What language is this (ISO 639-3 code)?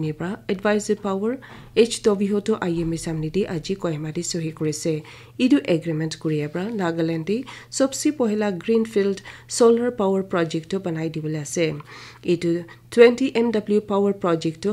nag